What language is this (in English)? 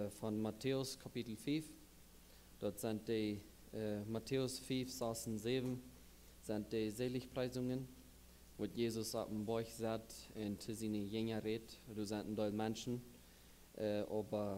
Plautdietsch